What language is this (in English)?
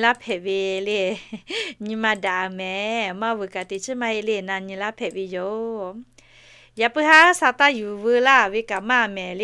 Lahu